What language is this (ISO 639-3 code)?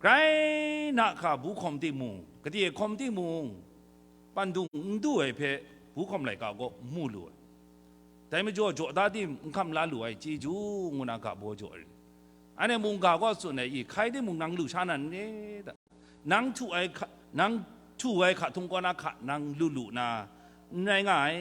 kac